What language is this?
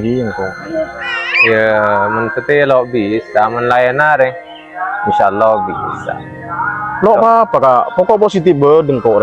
Madurese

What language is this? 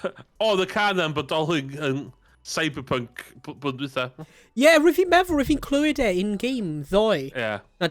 Welsh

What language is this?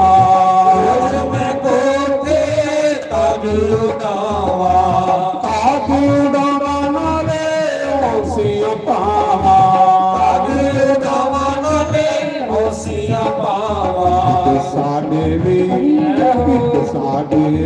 Dogri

